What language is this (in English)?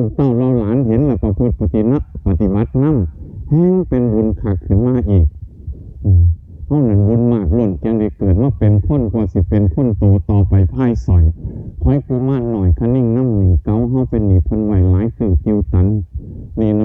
Northeastern Thai